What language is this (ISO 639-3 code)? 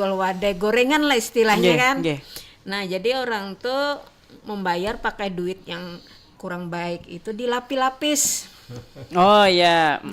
bjn